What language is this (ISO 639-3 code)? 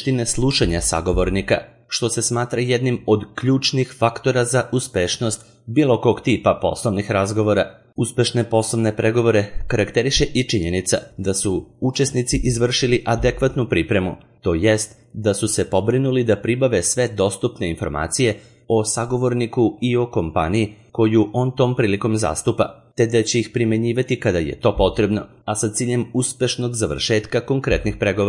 srp